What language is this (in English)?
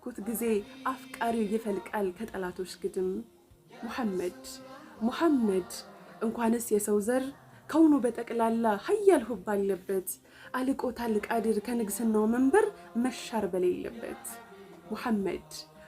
Amharic